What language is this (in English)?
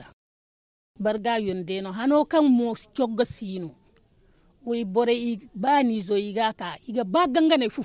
Zarma